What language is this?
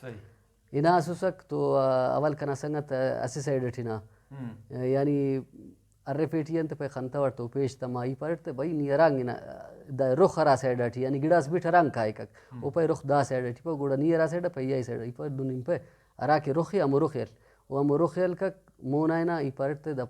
Brahui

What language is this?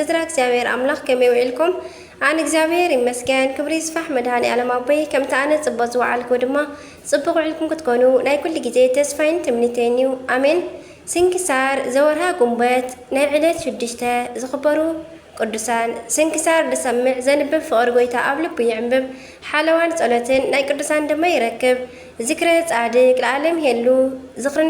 Tigrinya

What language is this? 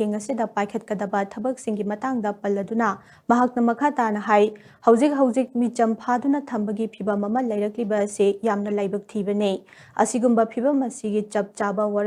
Manipuri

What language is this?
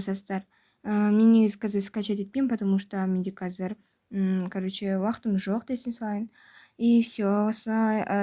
Kazakh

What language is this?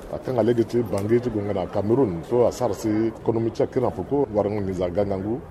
Sango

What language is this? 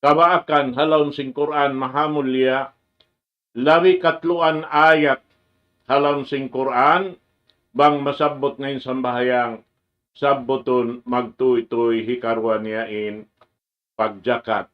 Tausug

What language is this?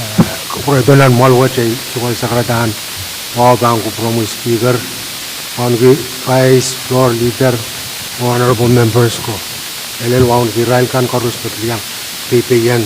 Pohnpeian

